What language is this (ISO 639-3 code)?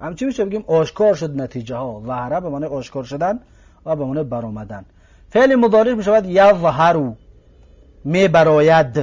tgk